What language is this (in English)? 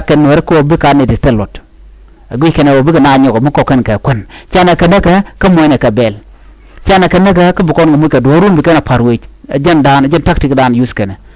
Nuer